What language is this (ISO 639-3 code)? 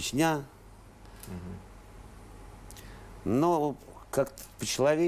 rus